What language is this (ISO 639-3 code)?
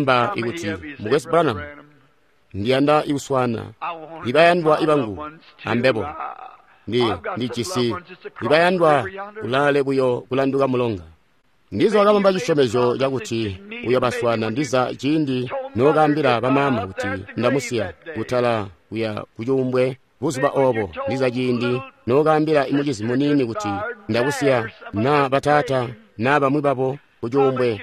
toi